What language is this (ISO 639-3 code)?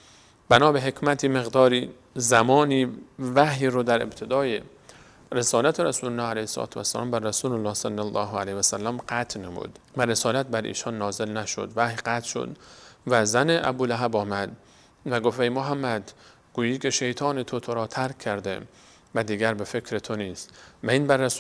fas